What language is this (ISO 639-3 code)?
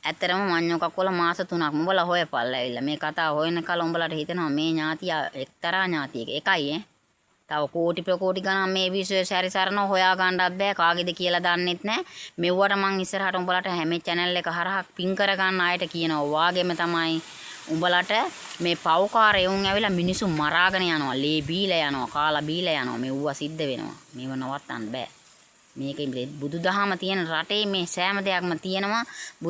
sin